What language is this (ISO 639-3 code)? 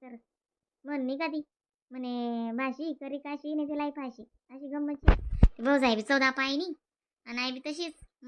khn